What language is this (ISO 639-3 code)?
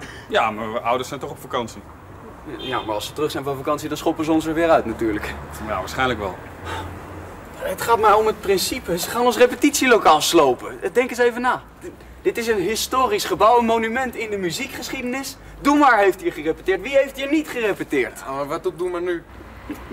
nld